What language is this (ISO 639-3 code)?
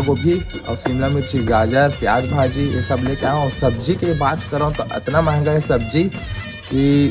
hne